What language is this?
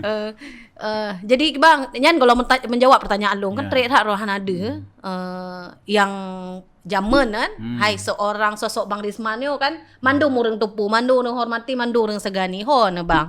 Achinese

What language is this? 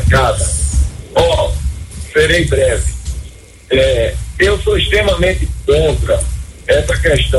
Portuguese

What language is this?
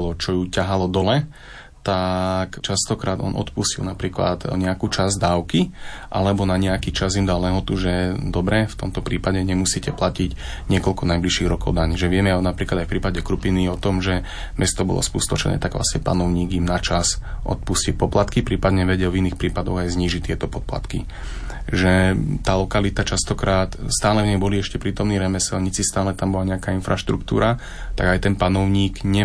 Slovak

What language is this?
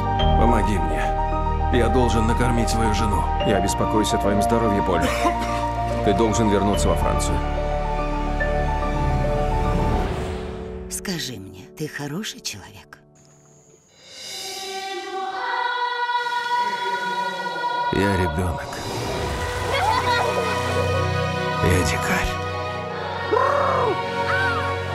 Russian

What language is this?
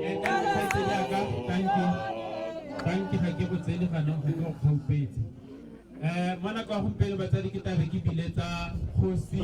Tswana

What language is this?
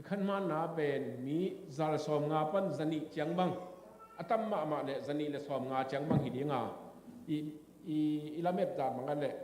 Tedim Chin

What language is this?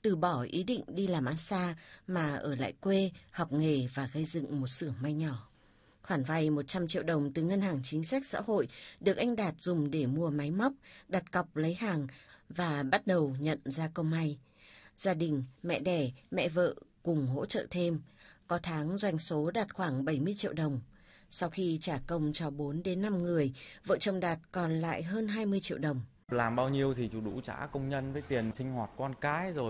Vietnamese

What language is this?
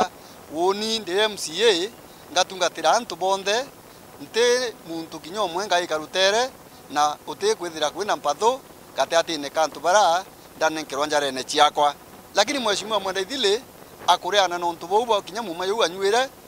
Meru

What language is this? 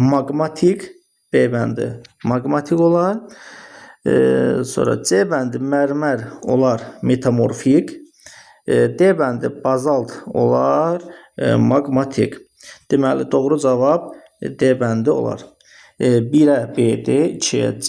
Azerbaijani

